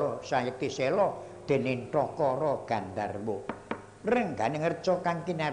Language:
Javanese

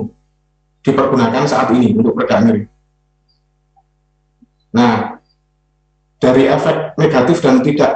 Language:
Indonesian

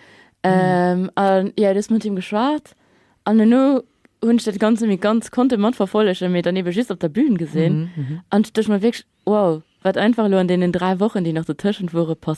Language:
Luxembourgish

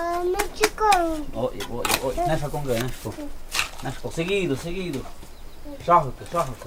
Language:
Totontepec Mixe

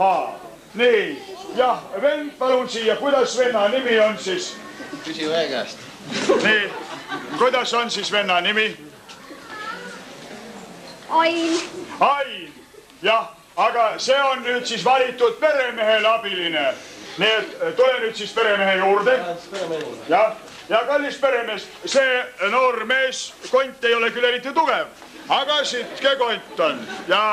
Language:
Estonian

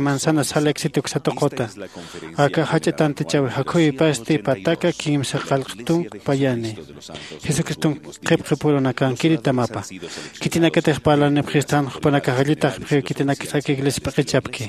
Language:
Aymara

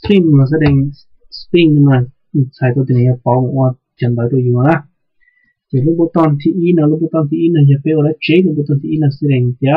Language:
Hmong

